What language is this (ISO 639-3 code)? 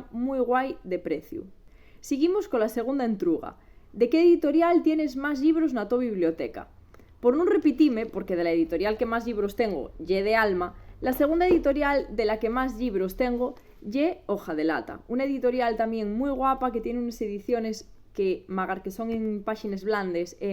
ast